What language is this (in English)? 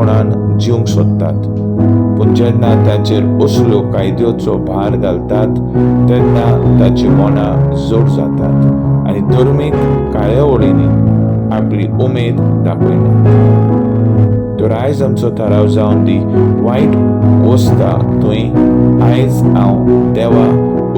Konkani